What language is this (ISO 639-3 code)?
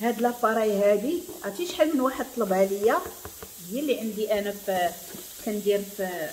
ary